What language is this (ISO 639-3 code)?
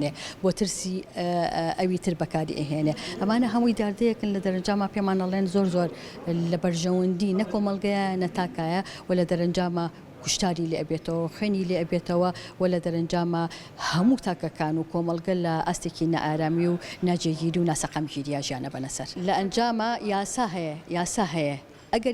ckb